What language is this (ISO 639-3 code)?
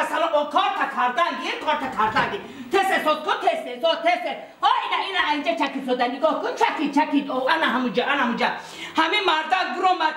tgk